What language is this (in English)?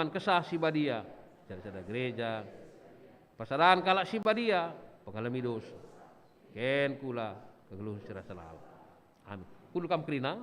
Batak Karo